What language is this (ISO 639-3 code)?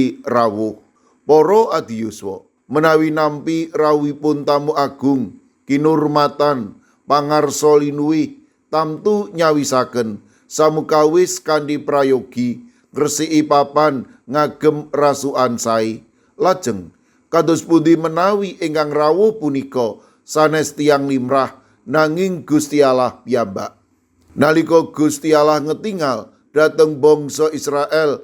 jav